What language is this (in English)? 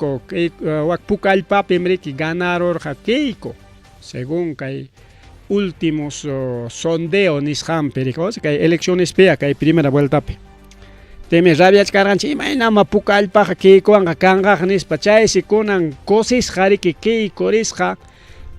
Ayacucho Quechua